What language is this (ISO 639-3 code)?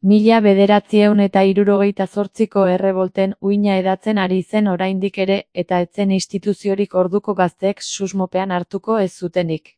eus